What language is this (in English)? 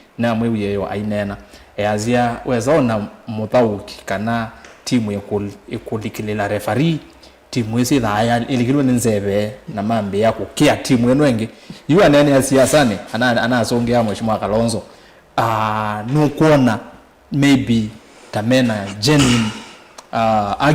Kamba